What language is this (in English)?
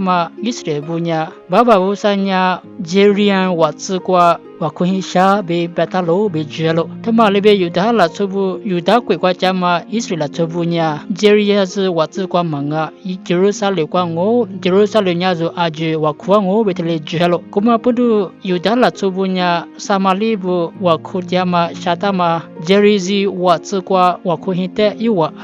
Lisu